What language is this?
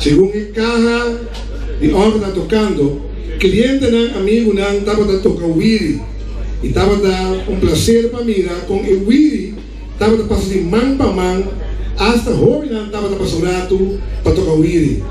Papiamento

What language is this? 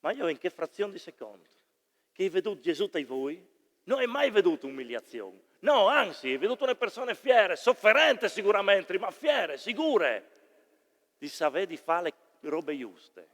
Friulian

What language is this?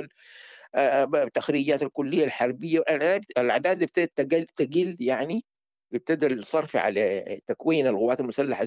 Sudanese Arabic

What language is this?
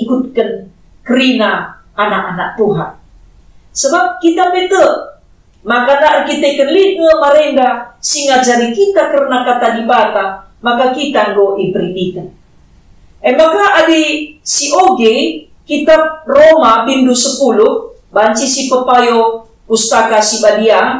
Batak Karo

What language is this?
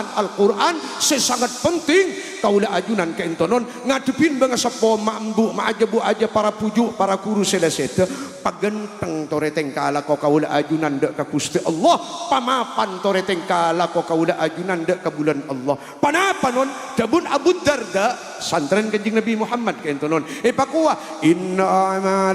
Madurese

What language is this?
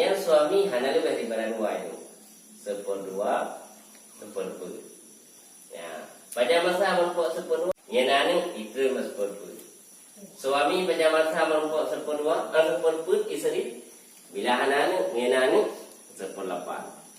Achinese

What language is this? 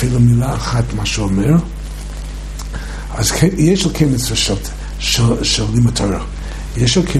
Hebrew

